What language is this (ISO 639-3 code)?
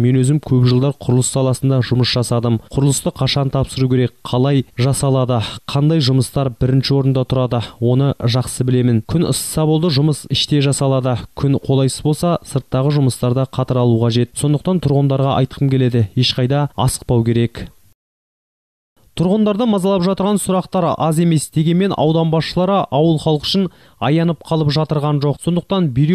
kaz